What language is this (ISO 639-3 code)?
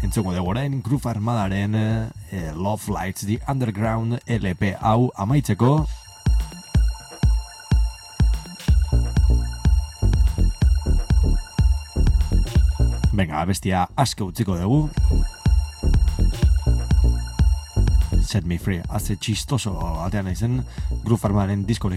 eus